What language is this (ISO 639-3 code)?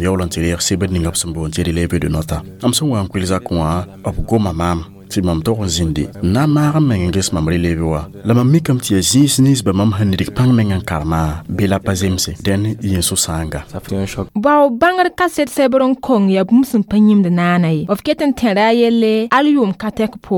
mos